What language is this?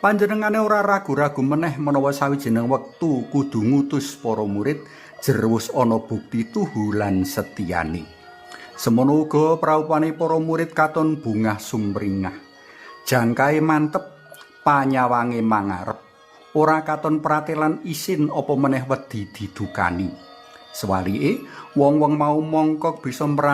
Javanese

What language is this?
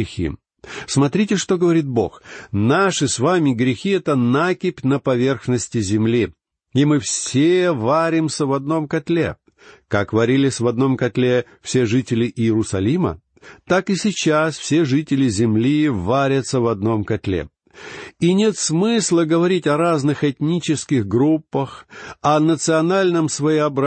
Russian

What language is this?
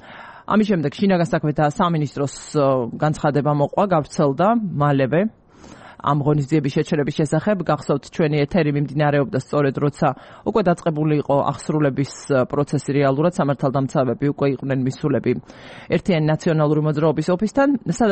Georgian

